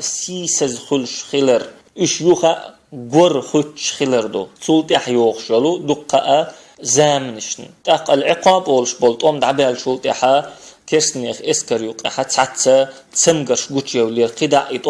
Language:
Chechen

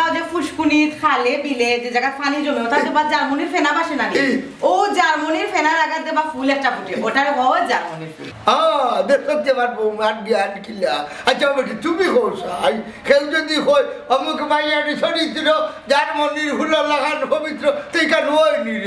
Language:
Sylheti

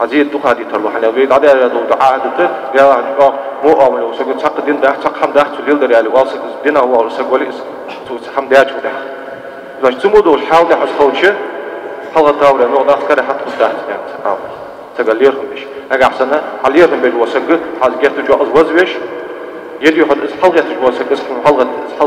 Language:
Ingush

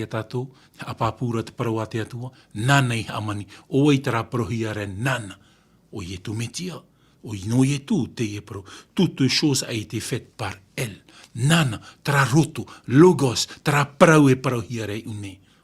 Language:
Tahitian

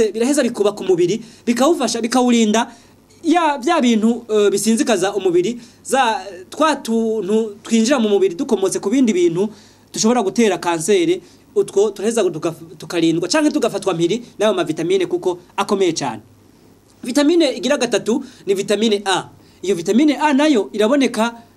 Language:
Rundi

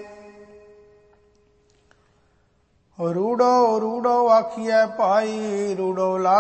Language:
Punjabi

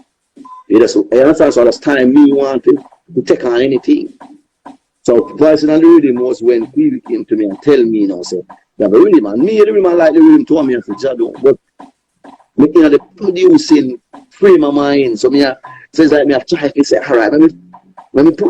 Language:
Jamaican Creole English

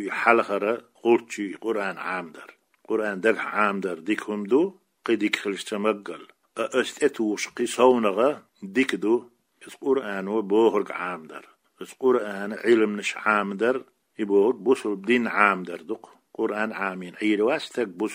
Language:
Chechen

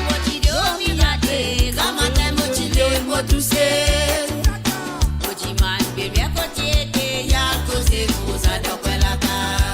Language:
Morisyen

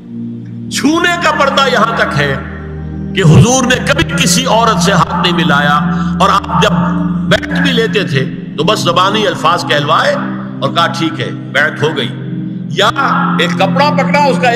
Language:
Urdu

